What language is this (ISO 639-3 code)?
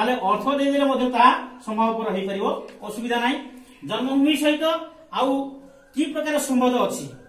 ori